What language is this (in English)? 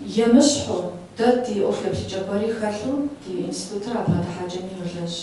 Kabardian